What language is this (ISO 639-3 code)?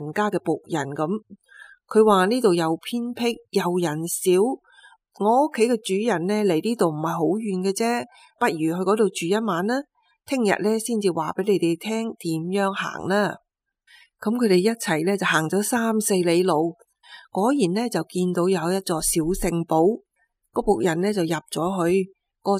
yue